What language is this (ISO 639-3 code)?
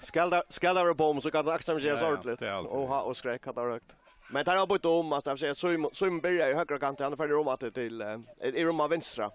fao